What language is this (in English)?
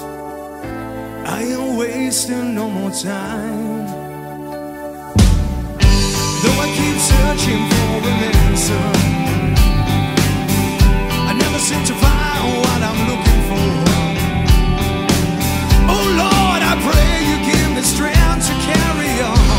English